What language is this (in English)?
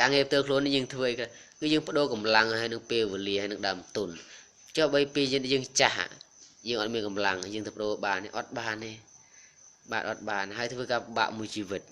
Khmer